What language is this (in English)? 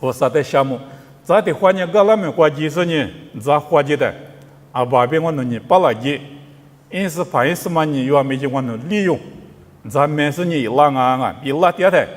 Lisu